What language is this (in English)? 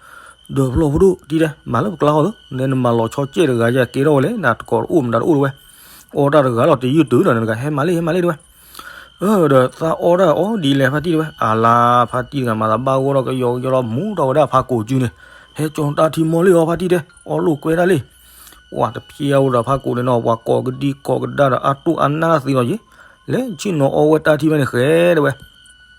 S'gaw Karen